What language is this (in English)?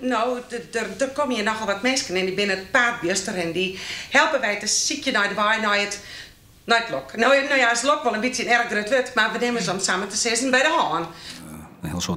Western Frisian